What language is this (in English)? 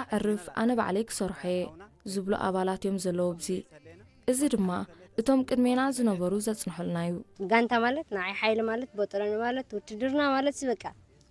Tigrinya